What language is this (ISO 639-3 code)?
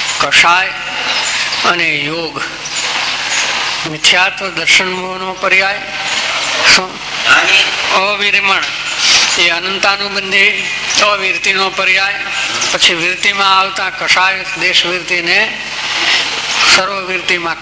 guj